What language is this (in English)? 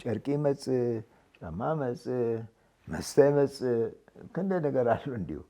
Tigrinya